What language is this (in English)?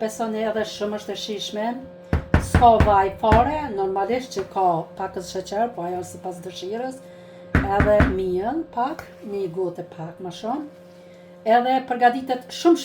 Albanian